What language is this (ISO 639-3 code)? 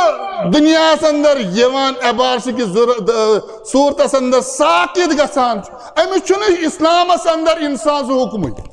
kas